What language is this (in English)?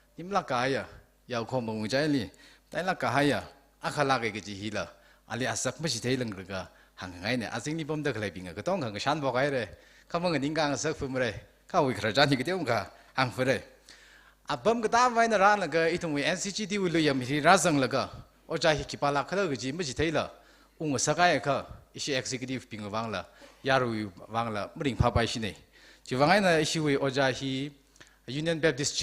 Tangkhul Naga (India)